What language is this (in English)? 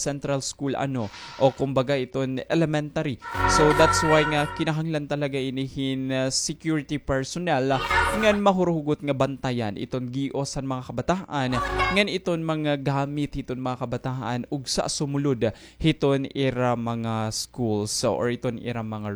Waray